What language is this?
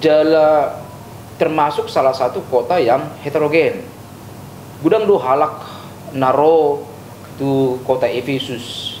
Batak Toba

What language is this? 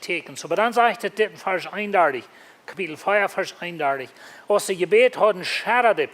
Plautdietsch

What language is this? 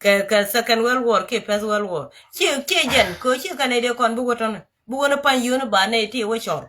Nuer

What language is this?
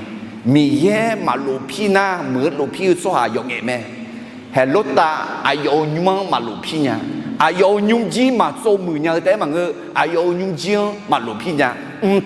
Akha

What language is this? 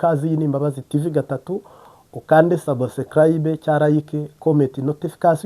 Kinyarwanda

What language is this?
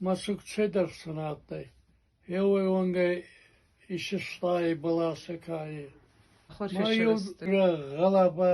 Ossetic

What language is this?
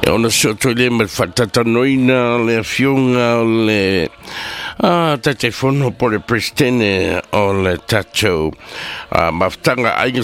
Samoan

